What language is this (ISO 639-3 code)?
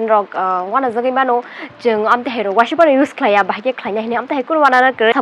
trp